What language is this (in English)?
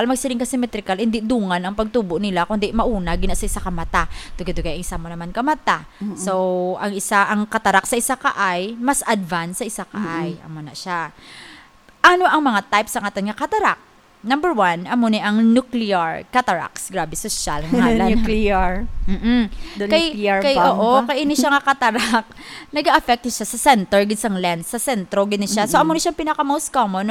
Hiligaynon